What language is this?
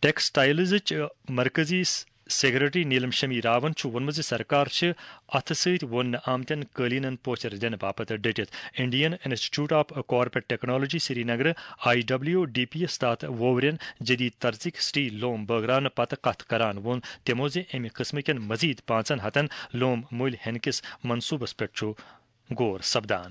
Kashmiri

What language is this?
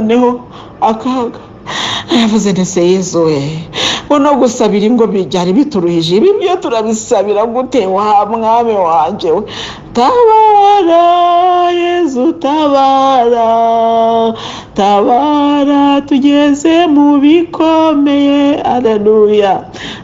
Kinyarwanda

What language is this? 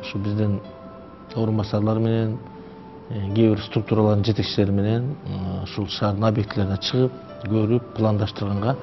Kyrgyz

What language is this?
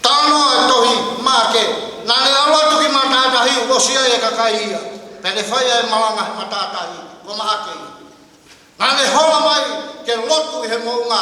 Tongan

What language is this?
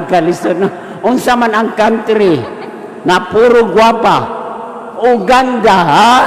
Cebuano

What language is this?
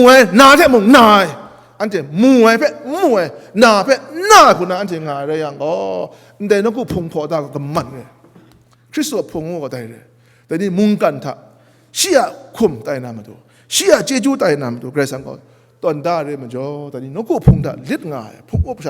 Kachin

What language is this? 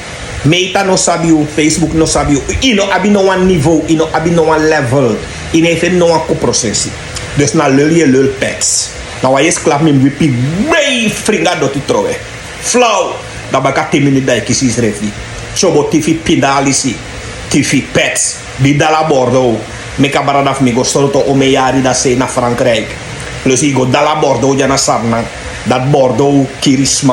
Sranan Tongo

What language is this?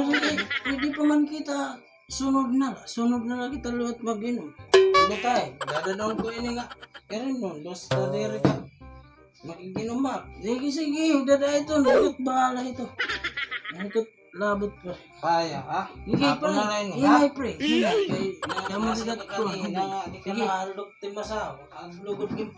Waray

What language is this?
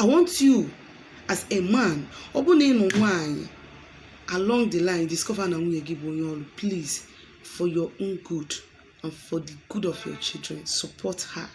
Igbo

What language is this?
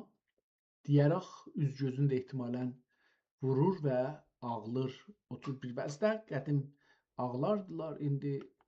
South Azerbaijani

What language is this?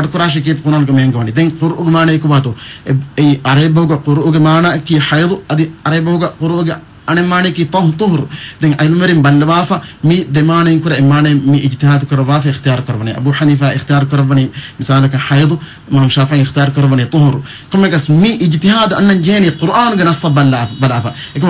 Divehi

